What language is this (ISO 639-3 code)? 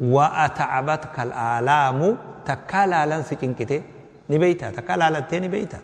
orm